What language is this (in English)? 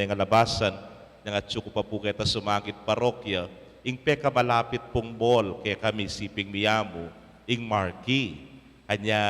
Pampanga